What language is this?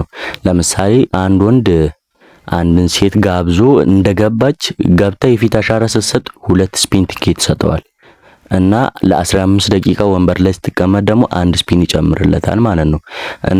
Amharic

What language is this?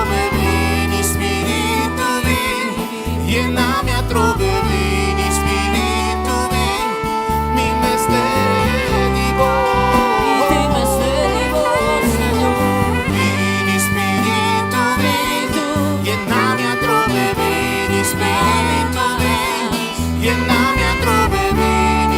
Papiamento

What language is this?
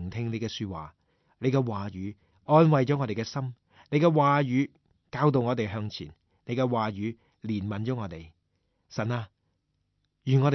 Cantonese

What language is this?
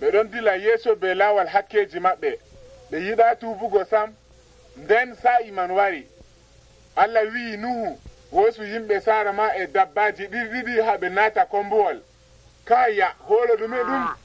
Nigerian Fulfulde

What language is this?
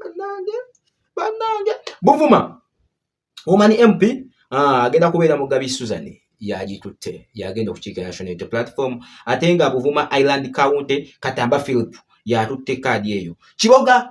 Ganda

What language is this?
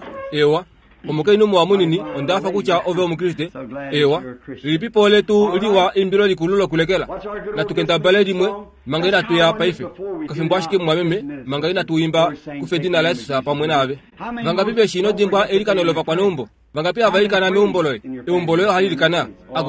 Kuanyama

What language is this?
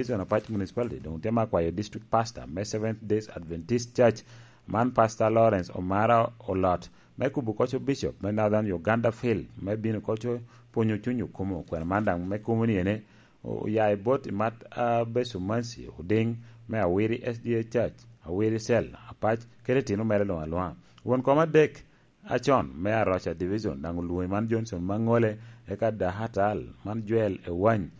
Lango (Uganda)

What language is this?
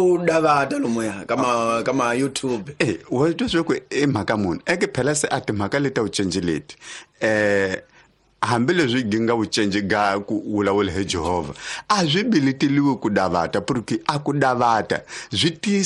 Tsonga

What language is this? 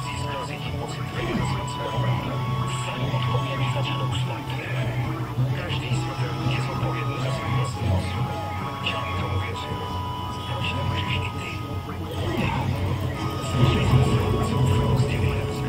Czech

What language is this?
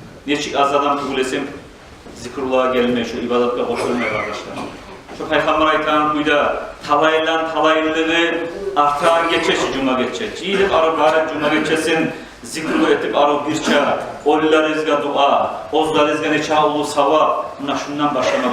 Kumyk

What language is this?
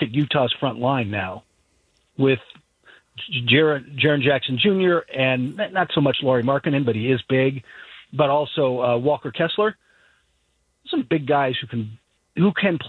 English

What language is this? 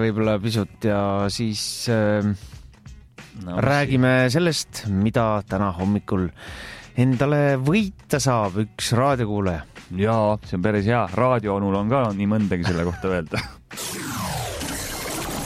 Estonian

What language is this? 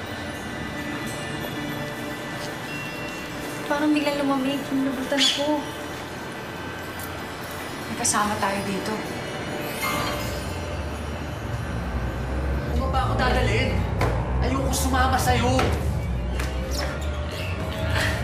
Filipino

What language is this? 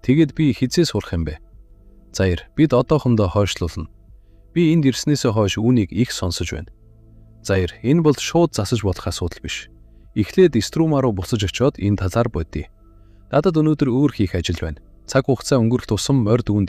Mongolian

